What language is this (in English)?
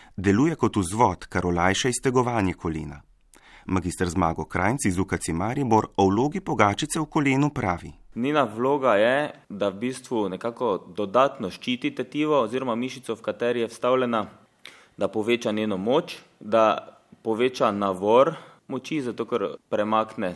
Slovenian